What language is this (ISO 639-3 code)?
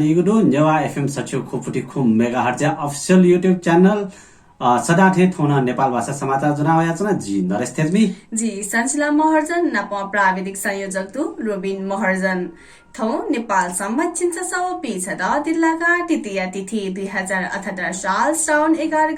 new